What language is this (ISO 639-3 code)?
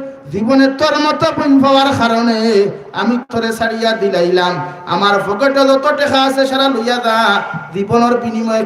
syl